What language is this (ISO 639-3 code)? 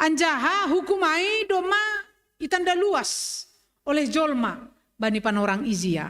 bts